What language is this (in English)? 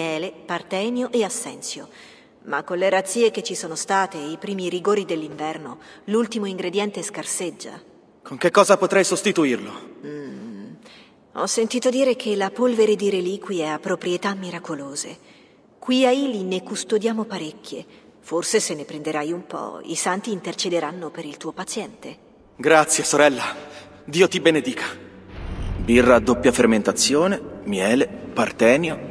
Italian